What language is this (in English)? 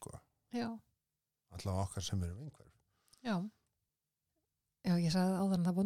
Icelandic